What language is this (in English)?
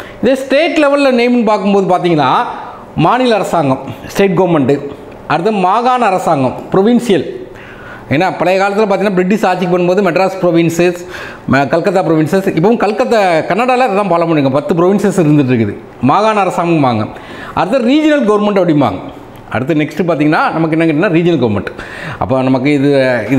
Tamil